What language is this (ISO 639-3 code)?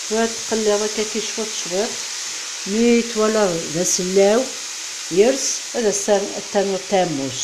kab